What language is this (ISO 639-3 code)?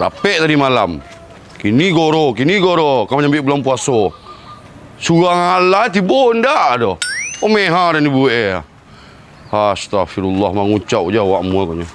min